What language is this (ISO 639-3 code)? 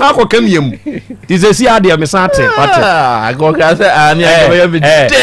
aka